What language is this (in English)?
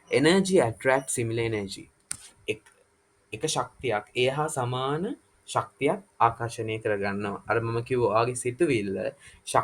Sinhala